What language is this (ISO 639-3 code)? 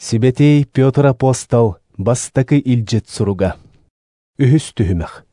sah